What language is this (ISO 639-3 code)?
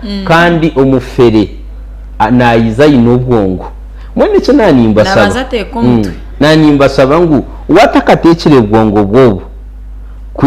nyn